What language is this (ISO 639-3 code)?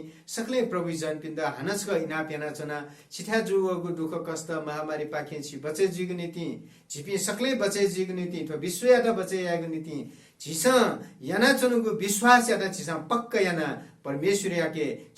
new